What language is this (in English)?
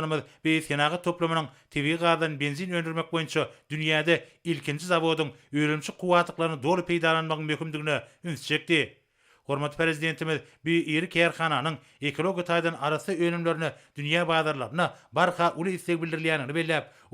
Turkmen